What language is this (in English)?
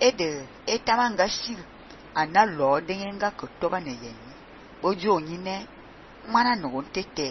Fang